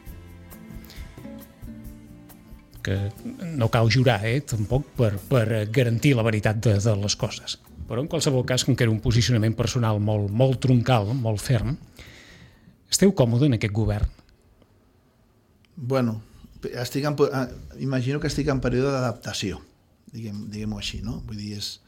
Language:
Catalan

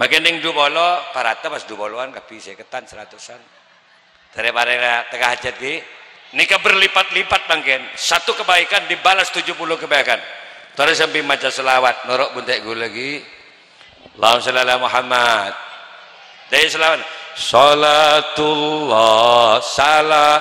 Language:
Madurese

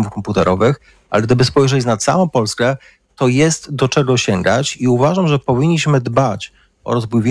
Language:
Polish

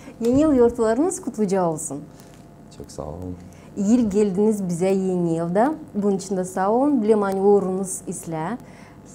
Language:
Gagauz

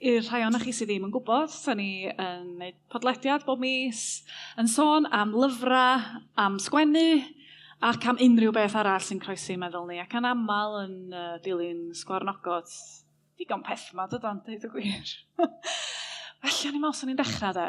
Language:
Welsh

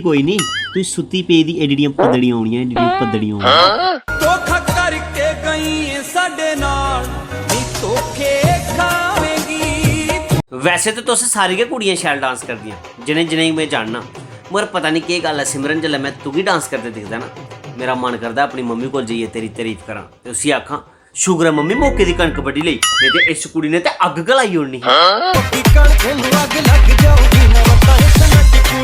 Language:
Dogri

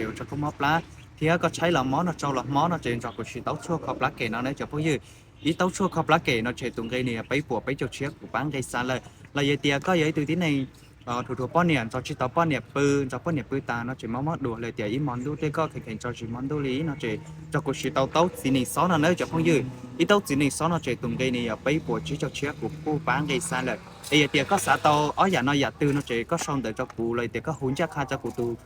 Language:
Hmong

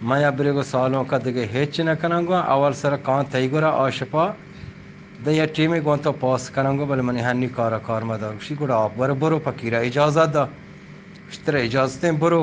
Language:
Baluchi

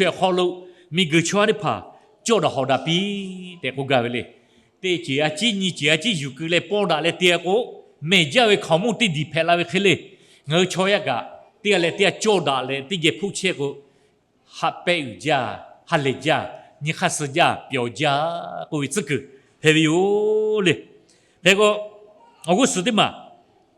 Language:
Lahu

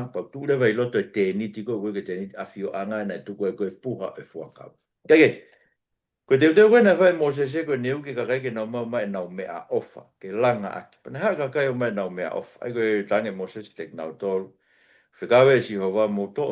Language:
Tongan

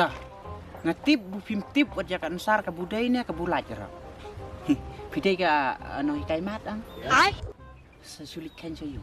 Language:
Khasi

